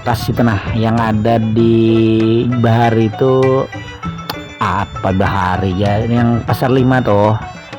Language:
Banjar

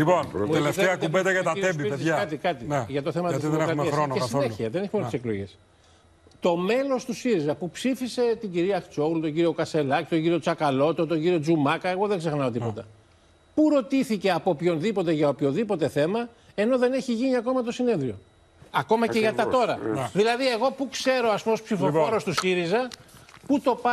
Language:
Greek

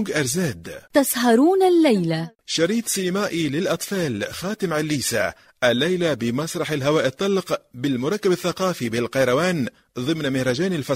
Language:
Tunisian Arabic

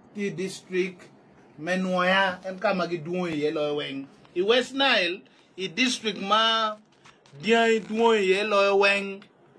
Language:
Acoli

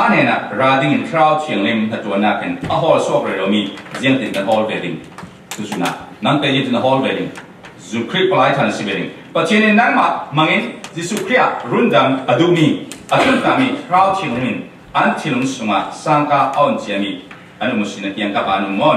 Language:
Falam Chin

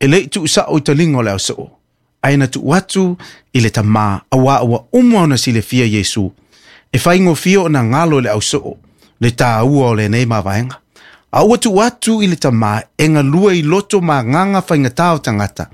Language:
Samoan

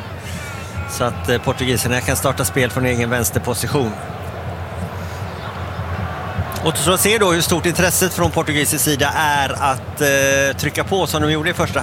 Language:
Swedish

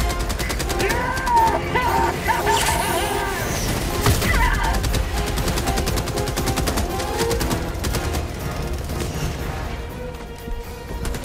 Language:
German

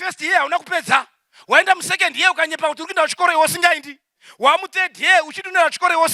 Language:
Shona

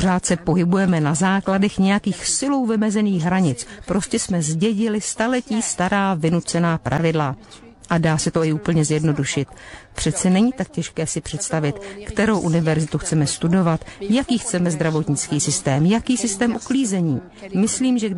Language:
Czech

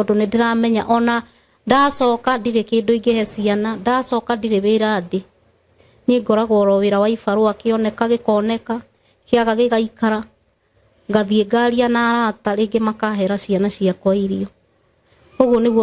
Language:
Kikuyu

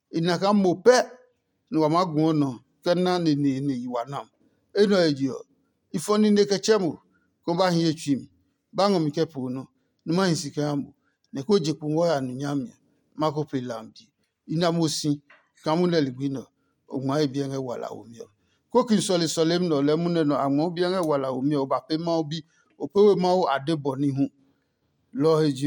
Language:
Adangme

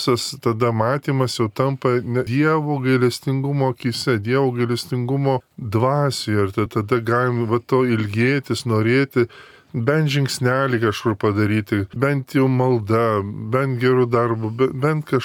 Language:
Lithuanian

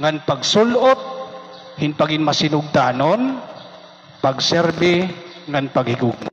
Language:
Waray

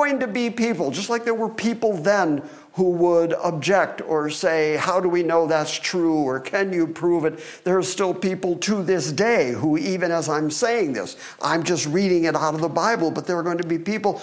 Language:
English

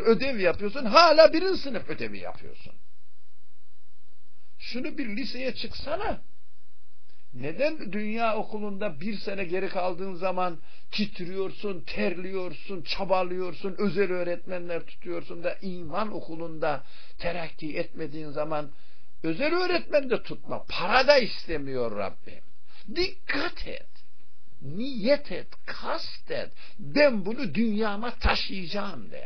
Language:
Turkish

